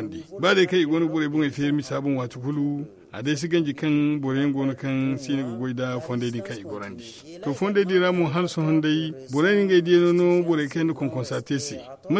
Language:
Zarma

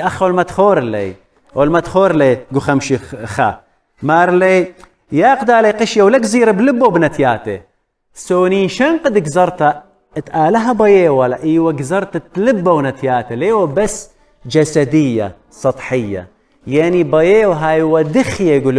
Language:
Assyrian Neo-Aramaic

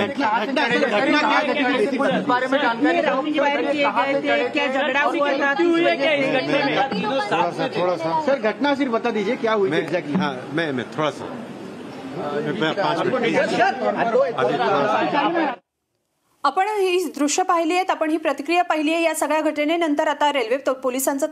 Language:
Marathi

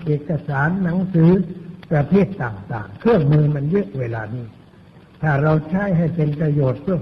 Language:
Thai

